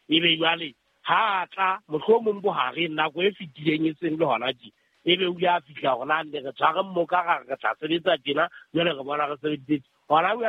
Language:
Southern Sotho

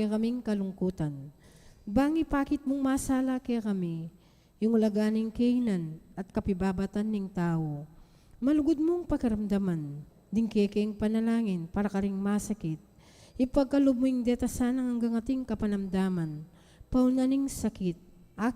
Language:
Pampanga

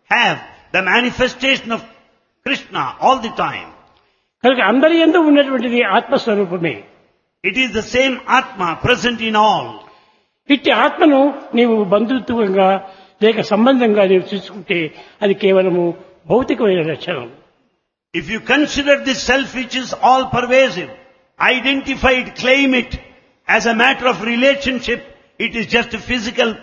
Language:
Telugu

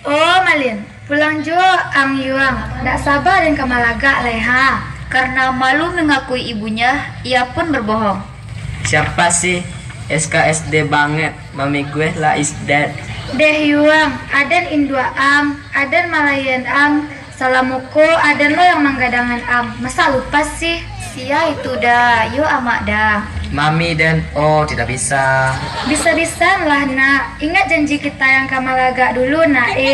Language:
Minangkabau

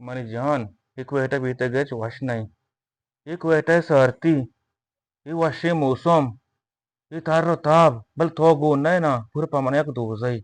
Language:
Eastern Balochi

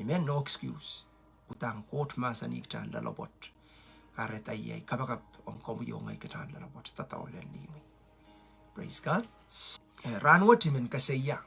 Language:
Pohnpeian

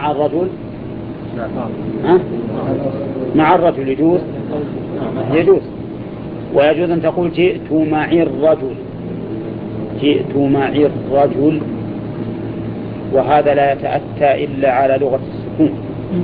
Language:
Arabic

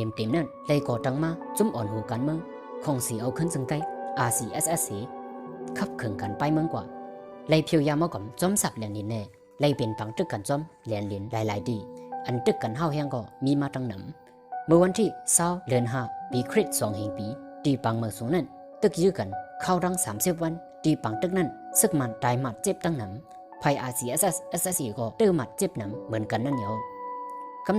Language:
Shan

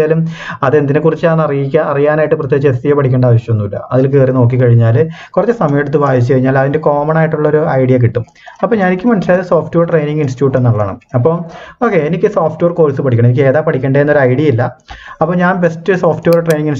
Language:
Malayalam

